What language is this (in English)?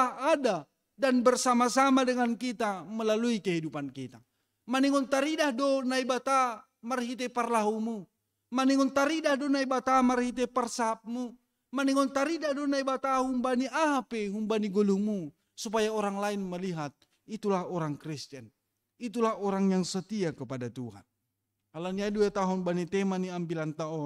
Batak Simalungun